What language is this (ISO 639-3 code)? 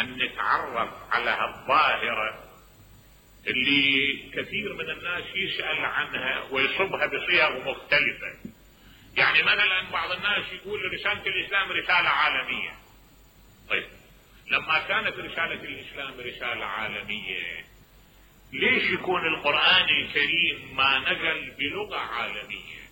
acm